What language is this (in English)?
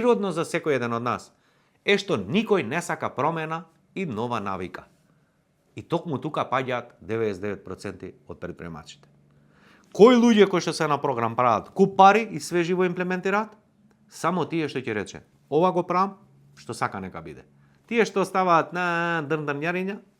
Macedonian